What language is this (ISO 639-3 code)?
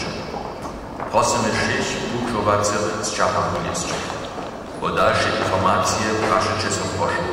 hsb